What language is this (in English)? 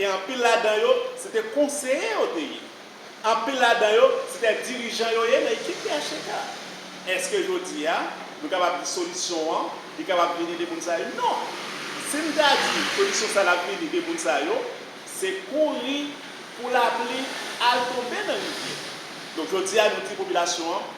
Haitian Creole